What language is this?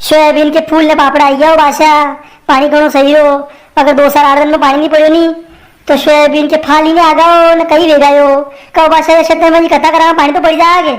Rajasthani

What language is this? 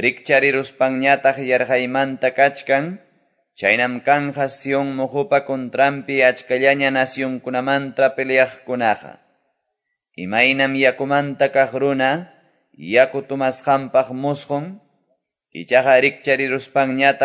Quechua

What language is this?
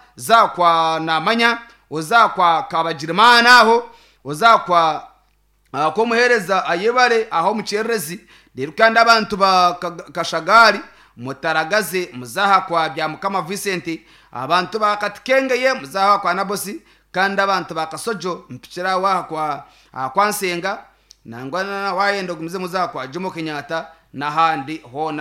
Nyankole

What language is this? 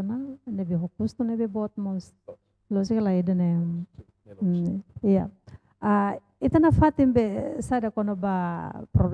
Tetum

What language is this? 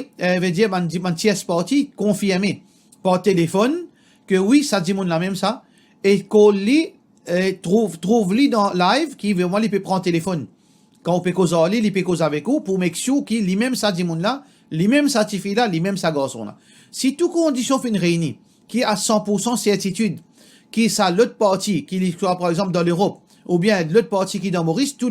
Morisyen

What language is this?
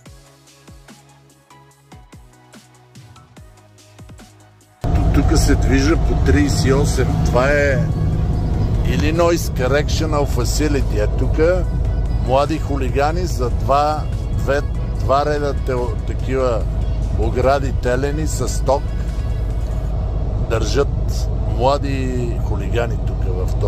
Bulgarian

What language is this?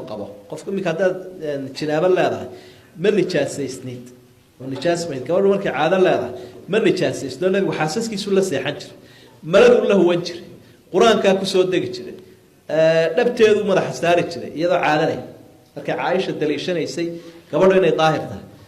Somali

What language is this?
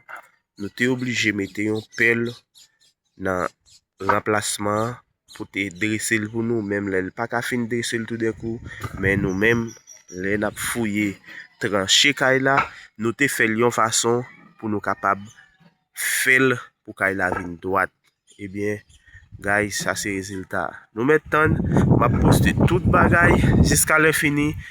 Haitian Creole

